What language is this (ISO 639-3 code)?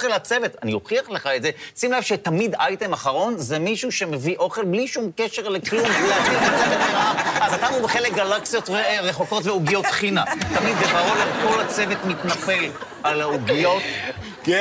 heb